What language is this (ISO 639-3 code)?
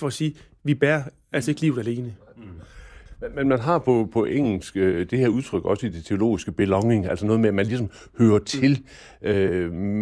dan